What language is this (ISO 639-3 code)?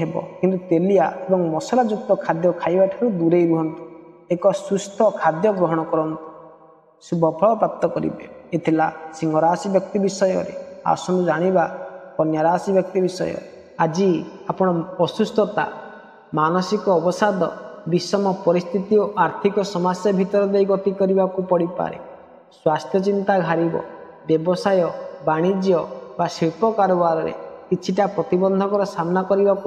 ori